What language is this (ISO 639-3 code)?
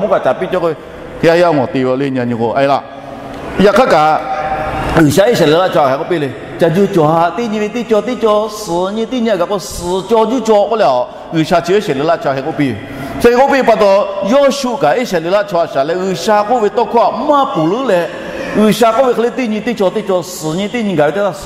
lhu